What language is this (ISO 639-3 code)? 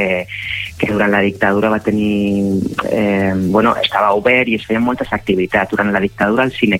cat